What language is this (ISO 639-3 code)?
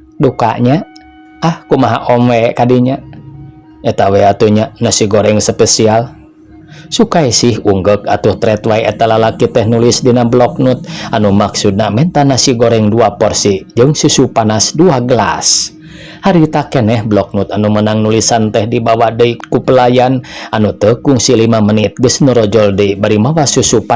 sun